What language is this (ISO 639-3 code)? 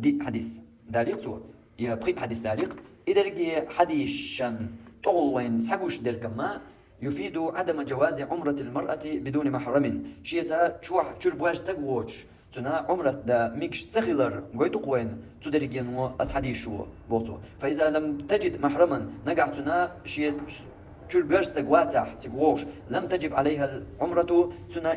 che